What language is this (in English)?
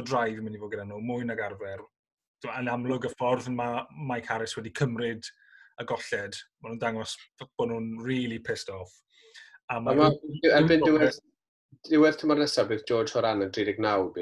Welsh